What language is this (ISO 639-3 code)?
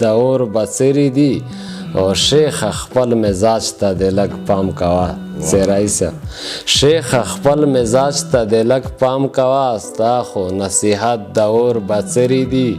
pus